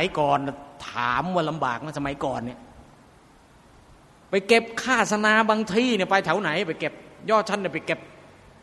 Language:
Thai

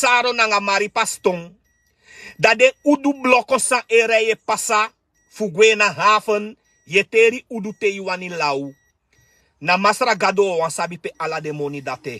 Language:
Sranan Tongo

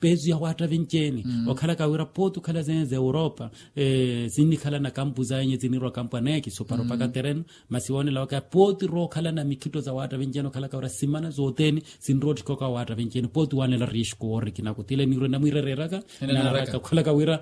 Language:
Makhuwa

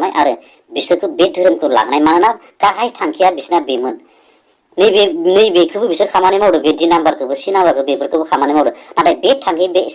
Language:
Bodo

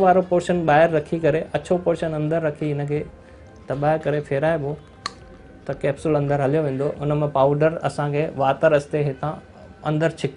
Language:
Sindhi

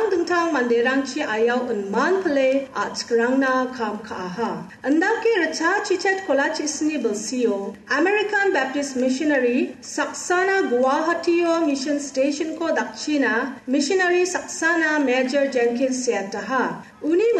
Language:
Garo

